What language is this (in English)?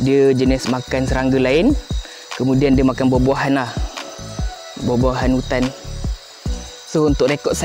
Malay